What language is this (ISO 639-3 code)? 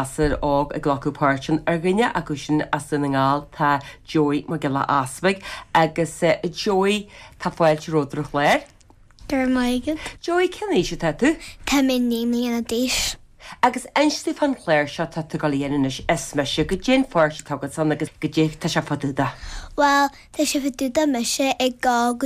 gle